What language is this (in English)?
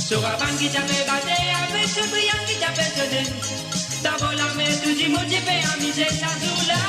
Morisyen